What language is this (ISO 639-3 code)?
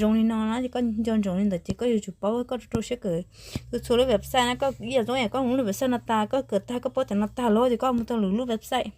hmn